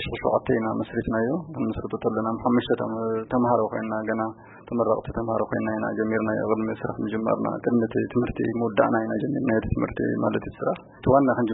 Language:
Tigrinya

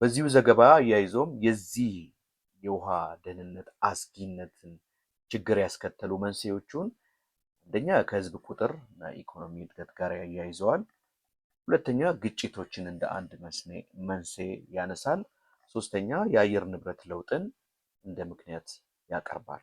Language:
Amharic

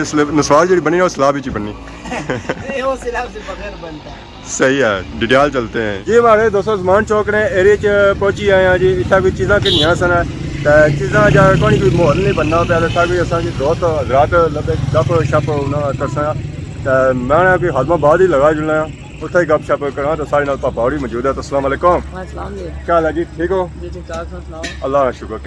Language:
Pahari-Potwari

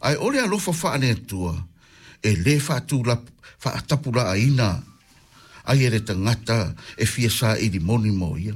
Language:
Samoan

